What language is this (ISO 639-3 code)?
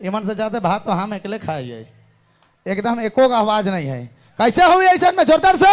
sck